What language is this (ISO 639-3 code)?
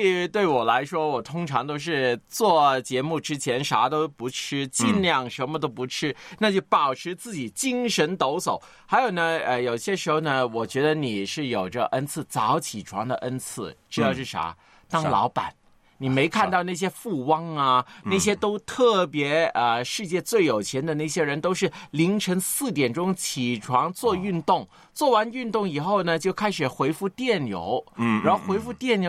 zho